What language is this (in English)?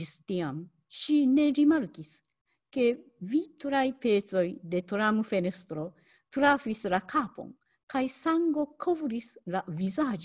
Esperanto